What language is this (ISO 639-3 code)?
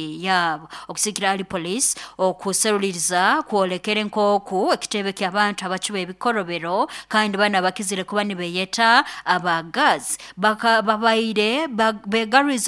nyn